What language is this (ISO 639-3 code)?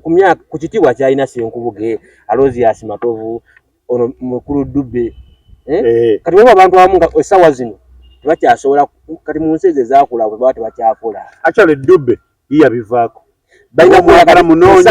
lug